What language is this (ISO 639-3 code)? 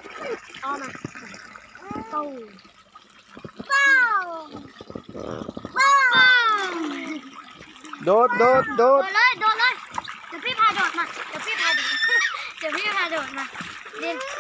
tha